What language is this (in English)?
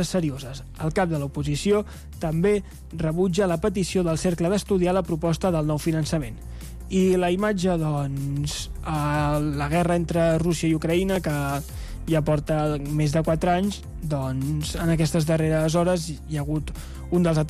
Catalan